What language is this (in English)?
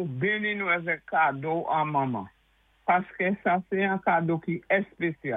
Saint Lucian Creole French